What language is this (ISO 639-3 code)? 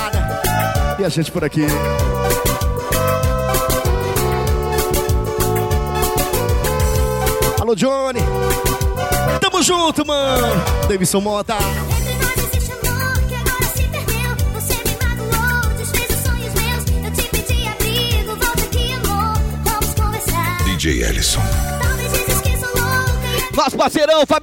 por